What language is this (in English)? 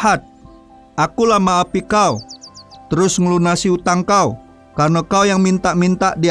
Musi